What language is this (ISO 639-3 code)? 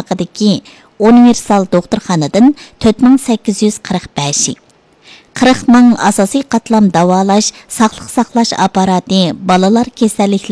uig